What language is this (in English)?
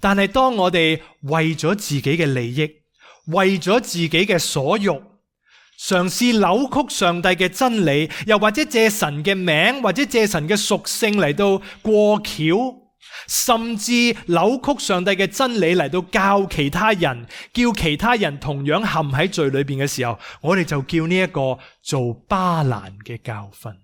Cantonese